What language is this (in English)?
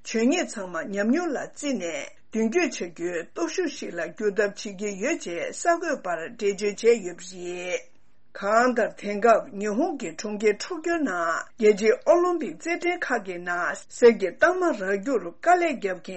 Tibetan